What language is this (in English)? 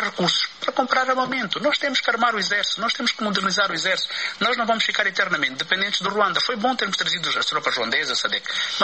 Portuguese